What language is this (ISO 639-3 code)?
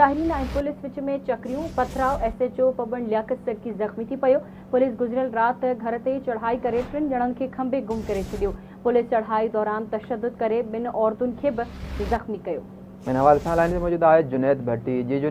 snd